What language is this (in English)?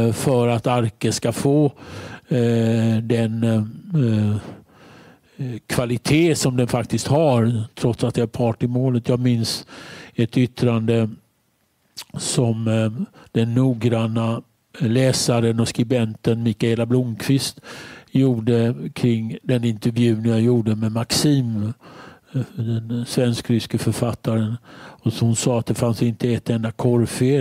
Swedish